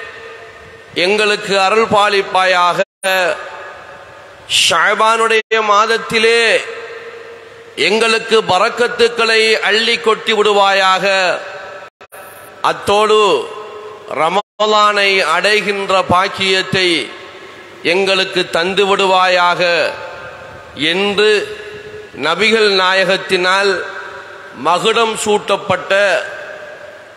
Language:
Tamil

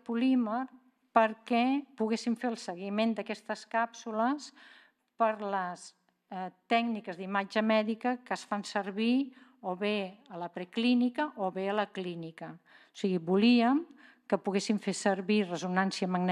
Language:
Catalan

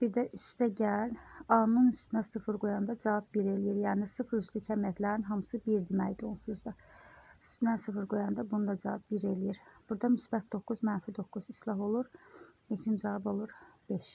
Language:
Azerbaijani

